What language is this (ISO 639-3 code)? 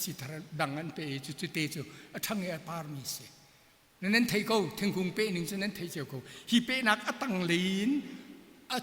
cnh